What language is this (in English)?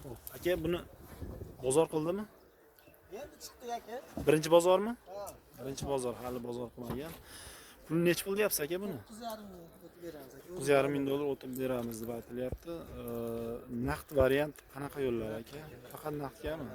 Uzbek